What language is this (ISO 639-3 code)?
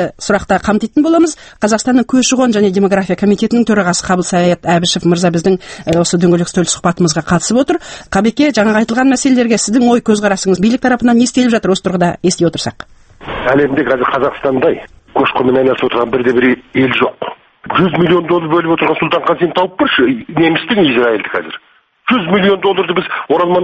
kaz